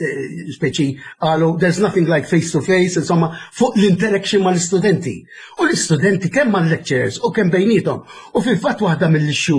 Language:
Maltese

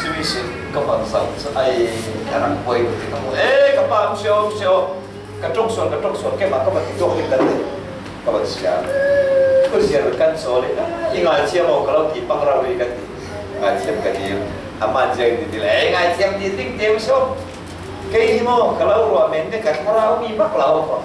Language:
Falam Chin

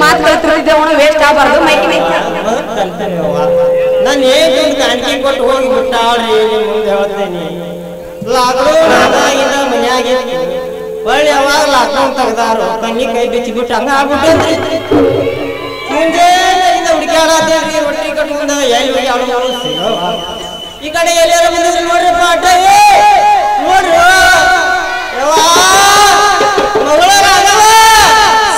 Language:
Kannada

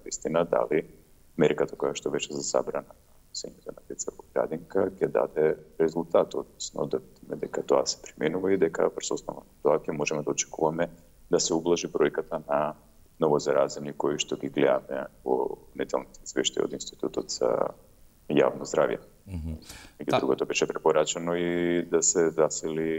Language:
Macedonian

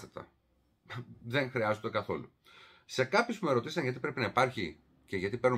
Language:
Greek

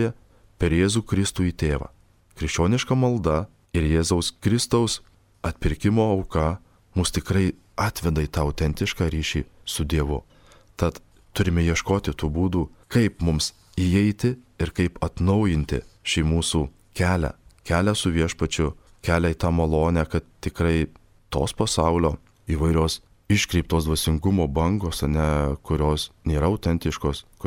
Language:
Lithuanian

